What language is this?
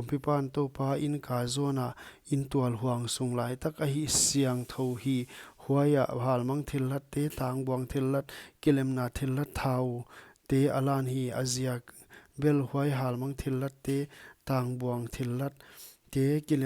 Paite Chin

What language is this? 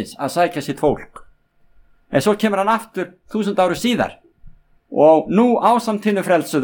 Icelandic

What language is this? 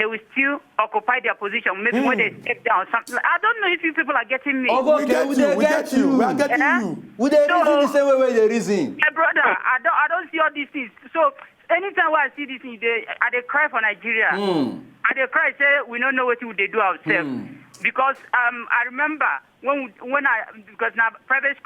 Nigerian Pidgin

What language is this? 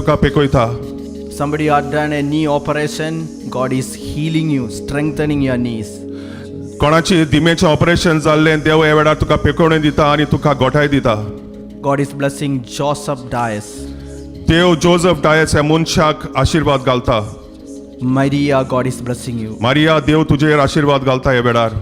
Konkani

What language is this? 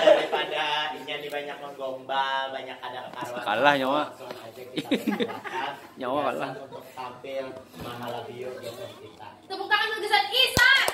Banjar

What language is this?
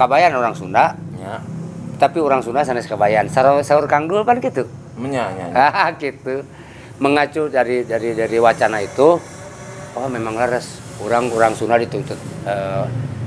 Sundanese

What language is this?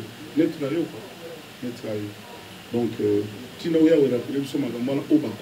Lingala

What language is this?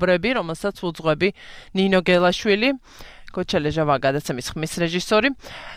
Georgian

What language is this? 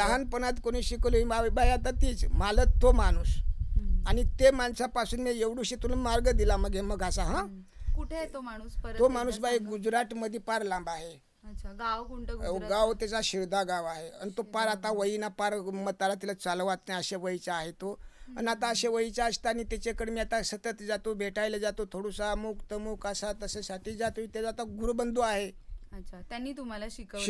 Marathi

